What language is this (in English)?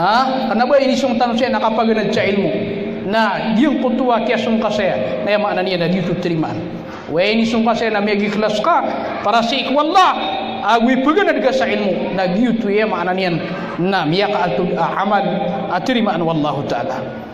Maranao